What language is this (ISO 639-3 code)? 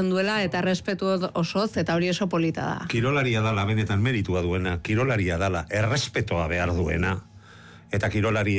eus